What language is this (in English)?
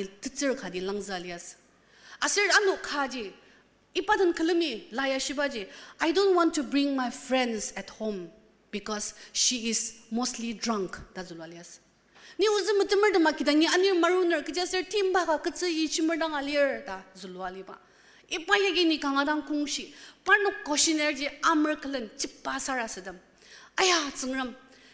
Ao Naga